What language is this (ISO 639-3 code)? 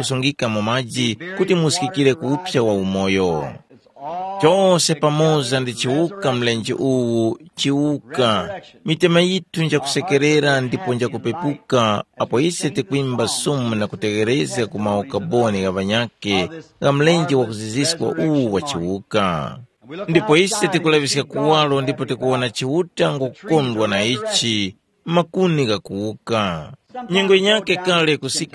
tum